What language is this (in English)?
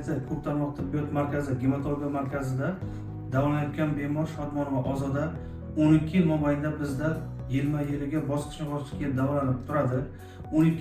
Uzbek